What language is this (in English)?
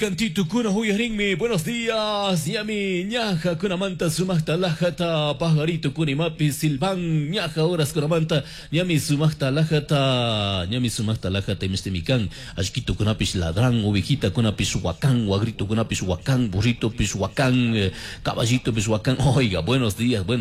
Chimborazo Highland Quichua